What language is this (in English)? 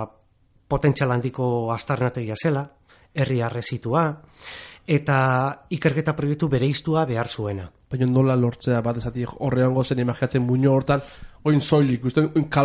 Basque